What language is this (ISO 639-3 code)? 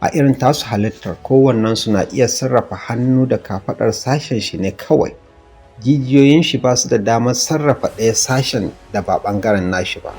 hau